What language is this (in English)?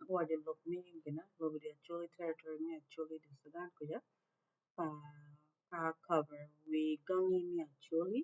Acoli